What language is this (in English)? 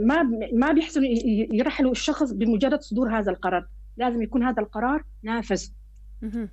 North Levantine Arabic